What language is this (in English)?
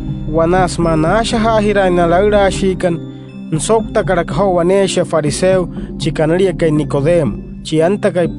Wayuu